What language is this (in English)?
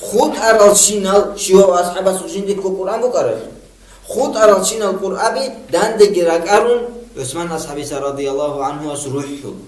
Avaric